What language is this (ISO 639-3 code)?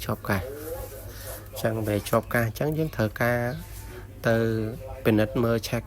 khm